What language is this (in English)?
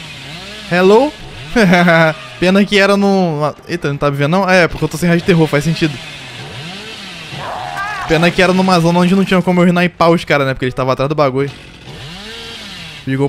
Portuguese